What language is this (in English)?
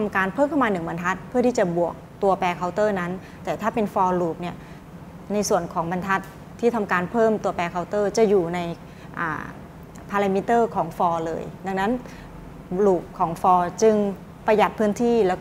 Thai